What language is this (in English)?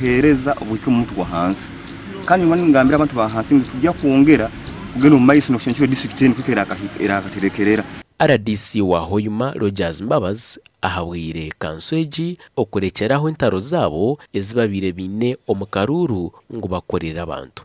Nyankole